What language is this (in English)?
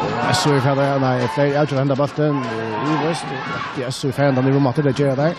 Faroese